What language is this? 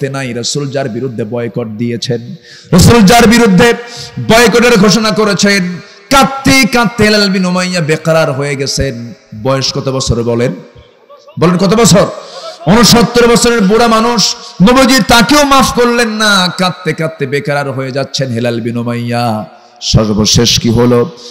Bangla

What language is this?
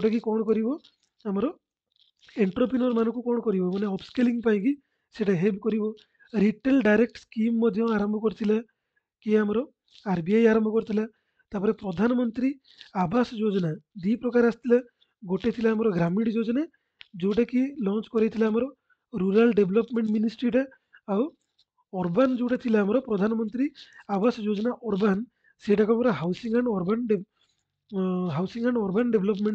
Odia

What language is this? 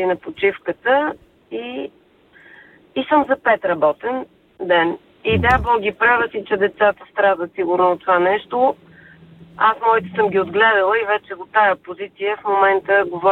Bulgarian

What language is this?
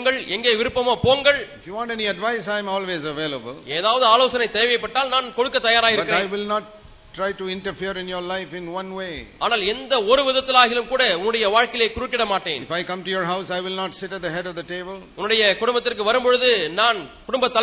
Tamil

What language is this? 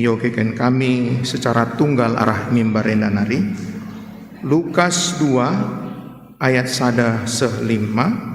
Batak Karo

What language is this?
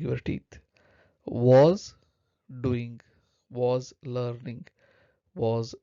Konkani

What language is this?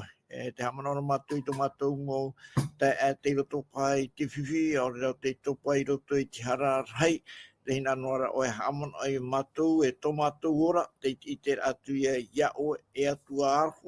Tahitian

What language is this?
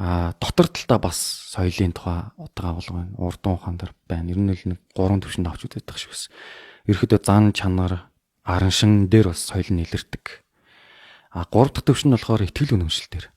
Mongolian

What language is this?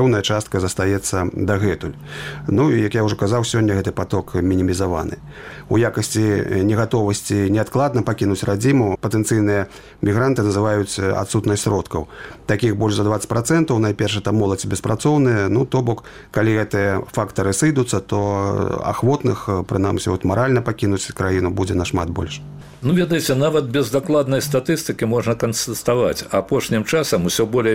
Belarusian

